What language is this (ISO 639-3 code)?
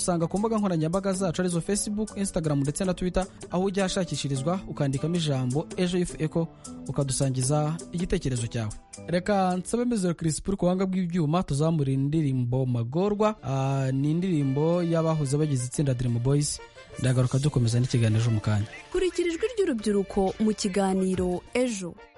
kin